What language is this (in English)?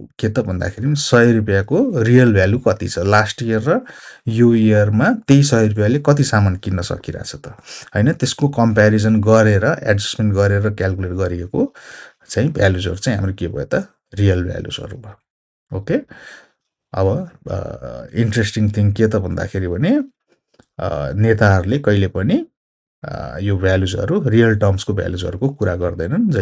Nepali